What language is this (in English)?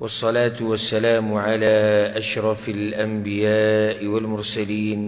Pashto